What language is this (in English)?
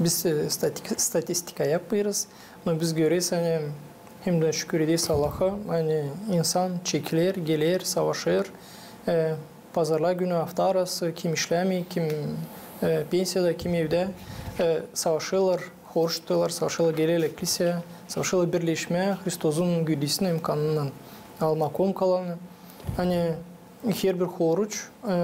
Gagauz